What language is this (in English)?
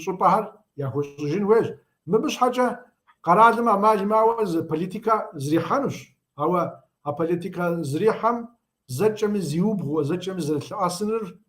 Kabardian